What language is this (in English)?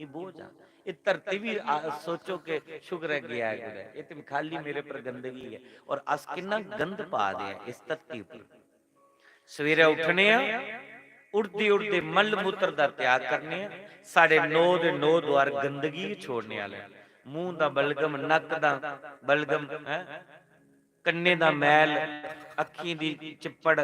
Dogri